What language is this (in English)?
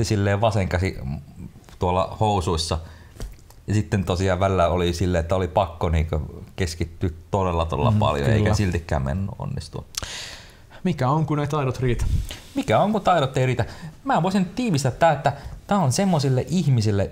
Finnish